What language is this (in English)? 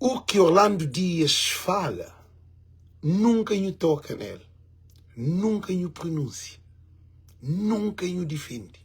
Kabuverdianu